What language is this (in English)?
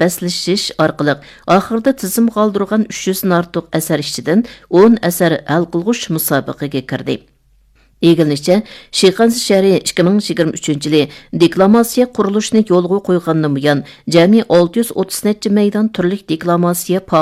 Uyghur